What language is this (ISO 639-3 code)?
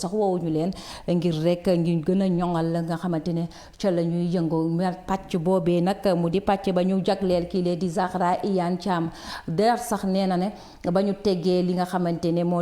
wol